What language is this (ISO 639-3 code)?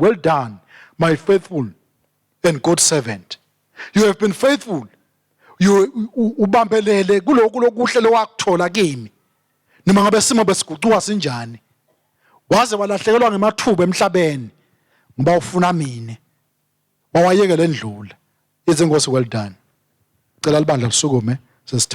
ssw